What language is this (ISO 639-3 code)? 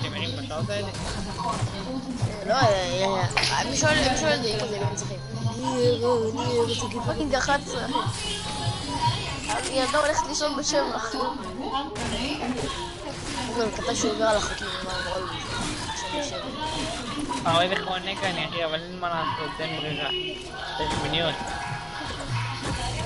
heb